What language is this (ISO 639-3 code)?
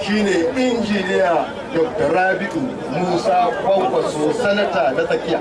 hau